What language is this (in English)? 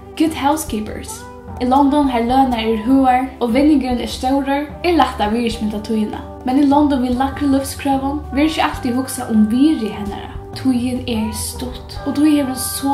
Faroese